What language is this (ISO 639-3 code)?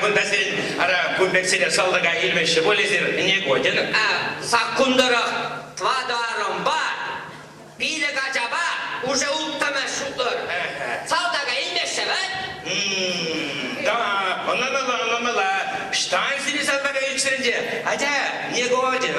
chv